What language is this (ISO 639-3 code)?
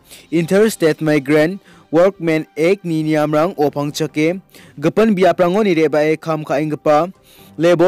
grt